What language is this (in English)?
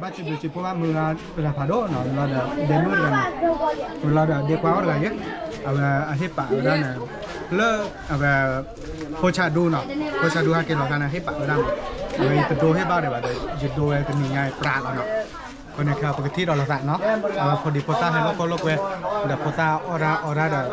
S'gaw Karen